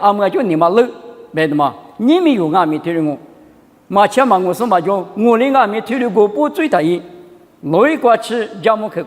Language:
Lisu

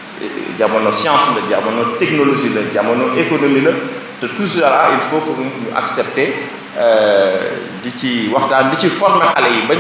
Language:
Wolof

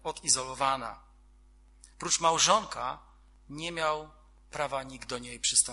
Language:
Polish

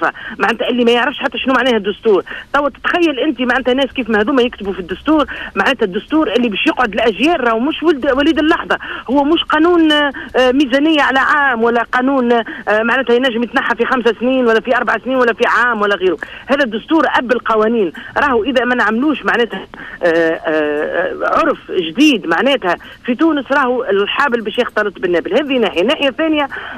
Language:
Tunisian Arabic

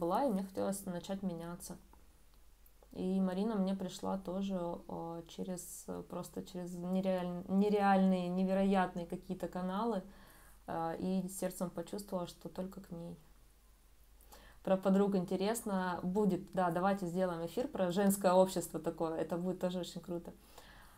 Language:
Russian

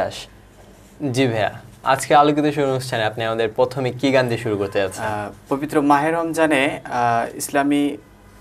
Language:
Bangla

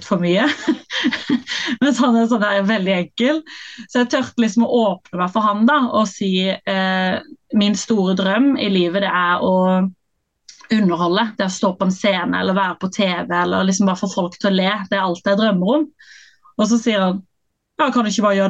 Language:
Norwegian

